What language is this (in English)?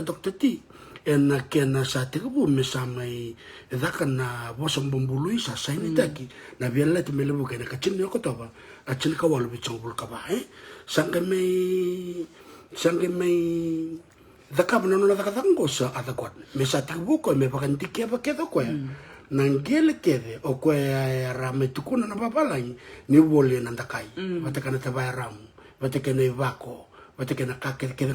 Fijian